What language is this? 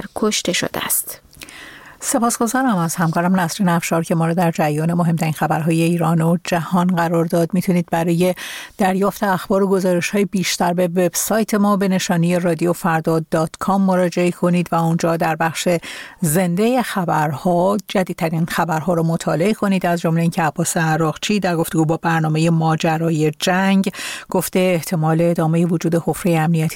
Persian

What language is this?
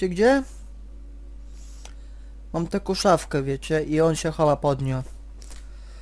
Polish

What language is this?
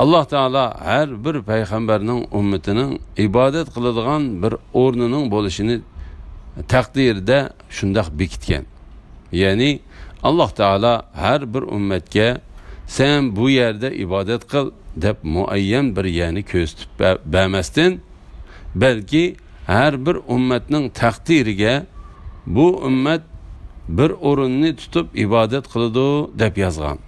Uyghur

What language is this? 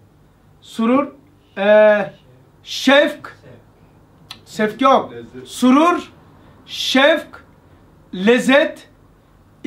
Turkish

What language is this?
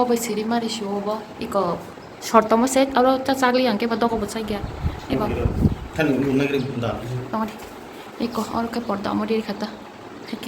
Kok Borok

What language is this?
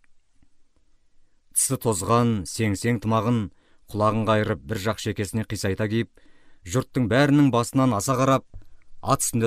Kazakh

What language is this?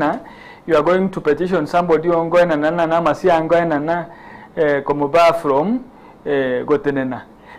Gusii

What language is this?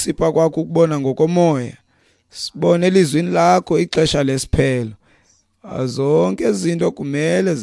Xhosa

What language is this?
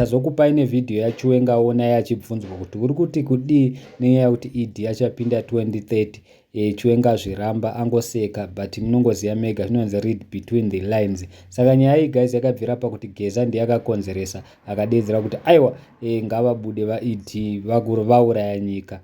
Shona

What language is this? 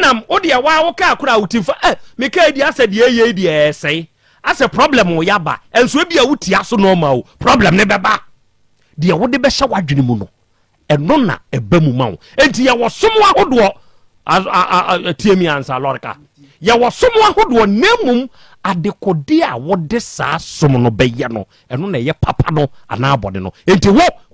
Akan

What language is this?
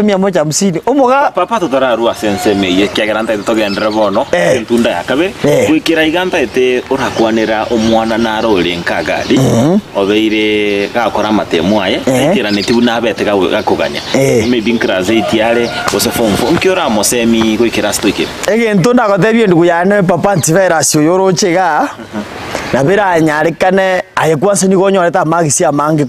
Gusii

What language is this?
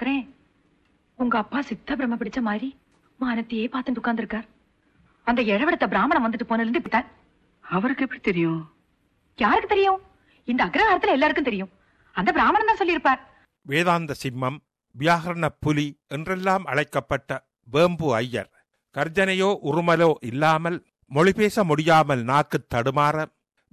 Tamil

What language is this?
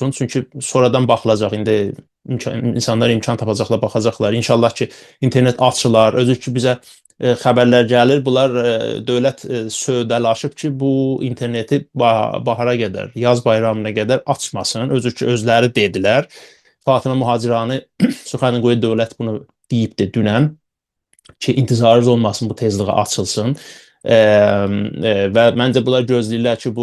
South Azerbaijani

